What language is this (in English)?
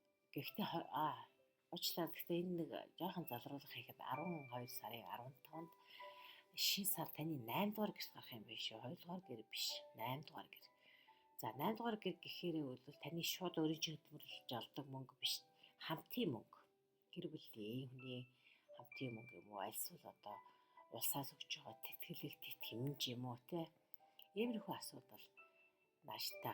Mongolian